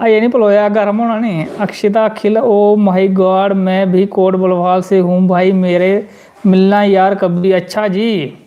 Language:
Dogri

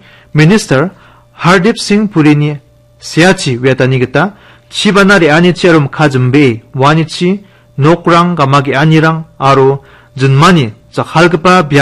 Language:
Garo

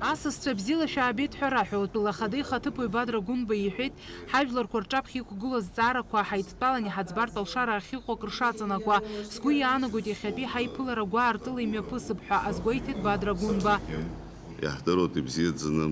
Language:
Abkhazian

